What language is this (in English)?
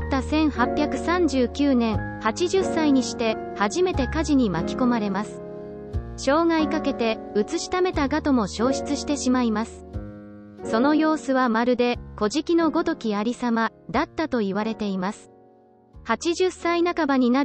Japanese